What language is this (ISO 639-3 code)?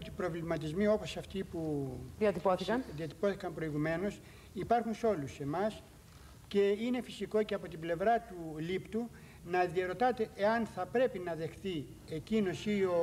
ell